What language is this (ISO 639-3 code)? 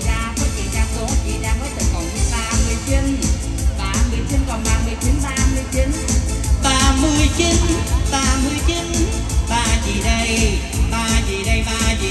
vie